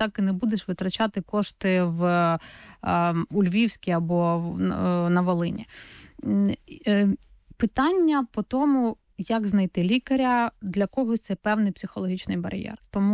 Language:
Ukrainian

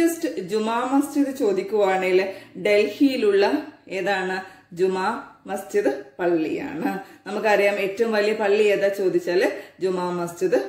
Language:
Malayalam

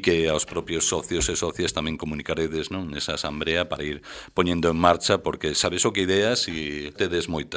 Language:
Galician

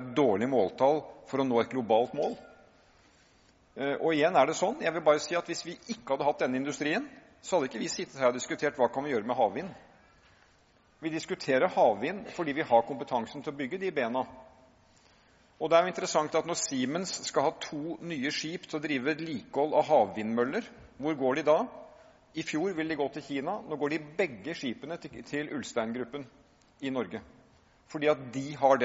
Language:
Norwegian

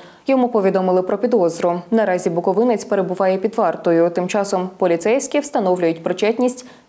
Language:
Ukrainian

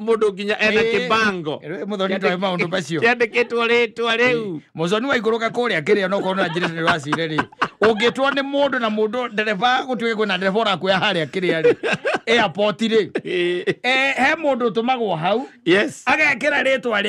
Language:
Kikuyu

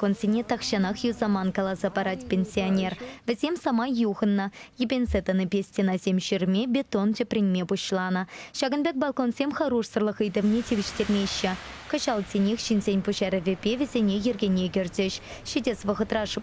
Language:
Chuvash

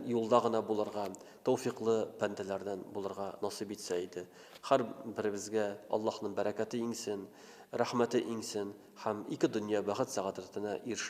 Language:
Tatar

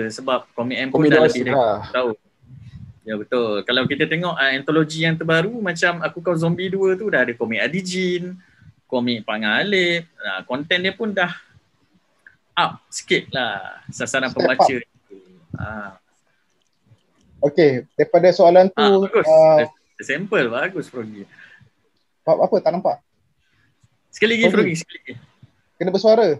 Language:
Malay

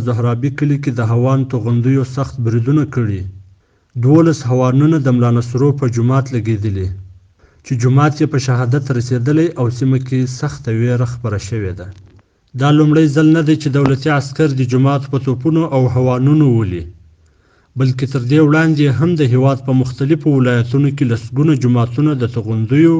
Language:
Pashto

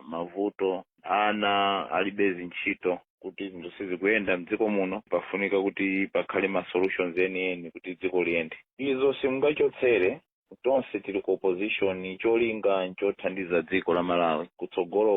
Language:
Nyanja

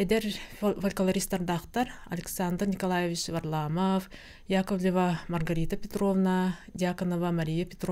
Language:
Yakut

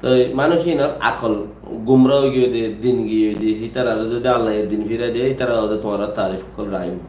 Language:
Rohingya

